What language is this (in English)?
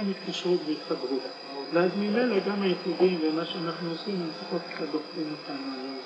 Hebrew